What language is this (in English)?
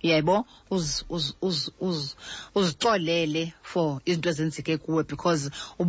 Xhosa